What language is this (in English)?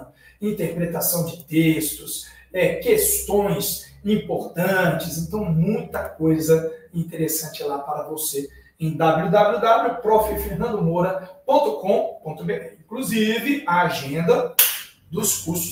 Portuguese